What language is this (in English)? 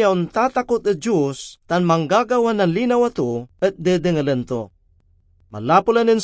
Pangasinan